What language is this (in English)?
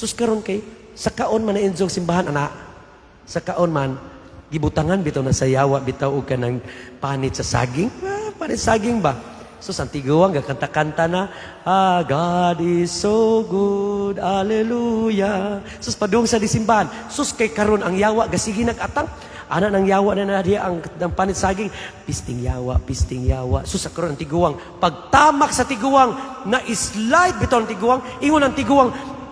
Cebuano